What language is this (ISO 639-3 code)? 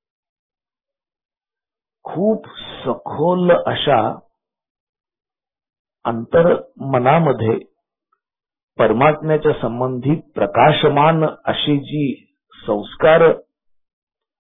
mar